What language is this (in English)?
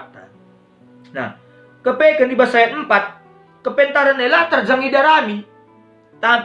Batak Karo